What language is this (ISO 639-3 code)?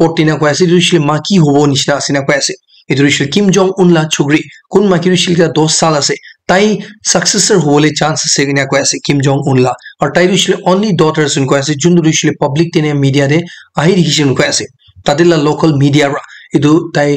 nag